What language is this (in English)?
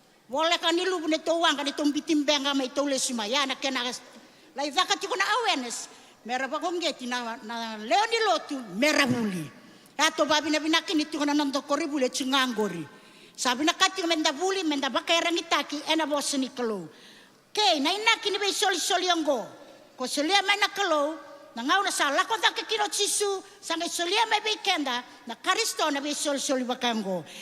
Fijian